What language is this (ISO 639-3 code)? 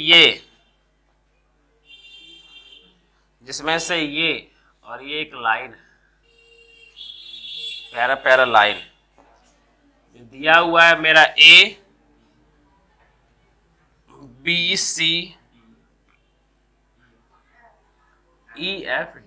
hin